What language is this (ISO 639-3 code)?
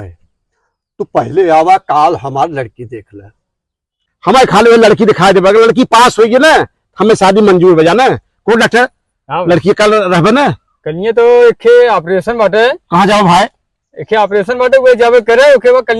awa